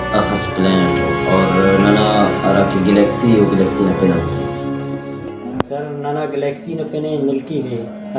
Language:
Brahui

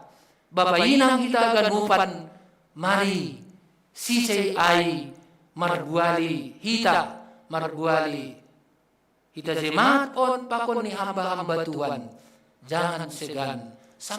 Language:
Batak Simalungun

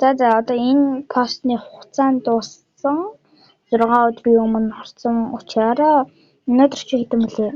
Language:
Mongolian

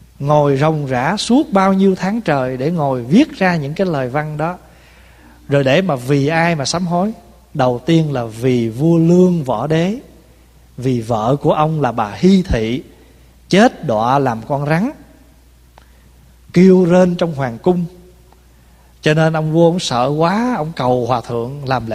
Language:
Vietnamese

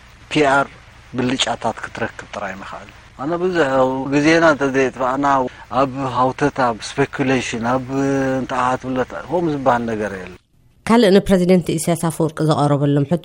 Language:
Tigrinya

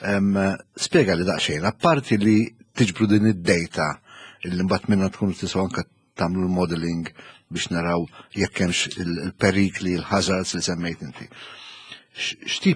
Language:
Maltese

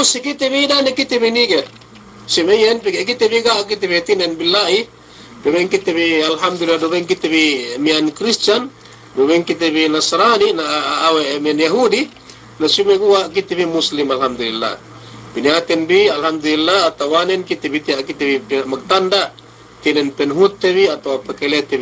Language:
Yakan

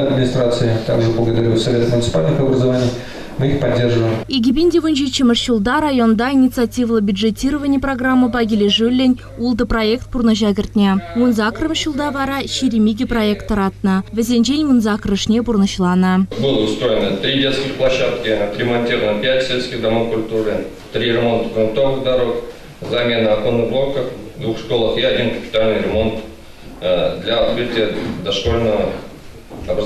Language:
Chuvash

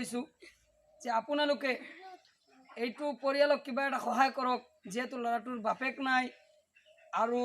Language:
Assamese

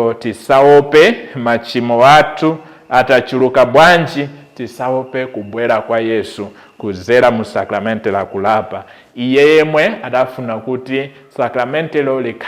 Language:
Nyanja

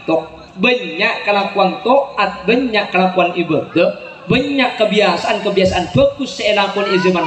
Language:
Madurese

